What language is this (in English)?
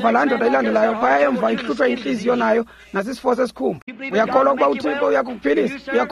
Xhosa